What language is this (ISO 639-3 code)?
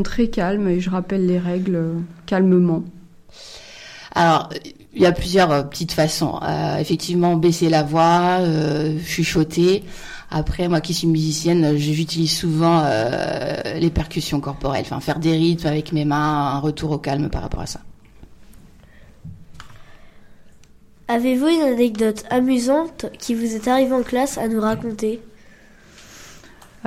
fra